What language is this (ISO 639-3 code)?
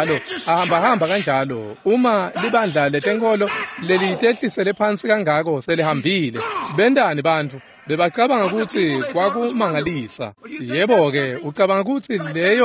ssw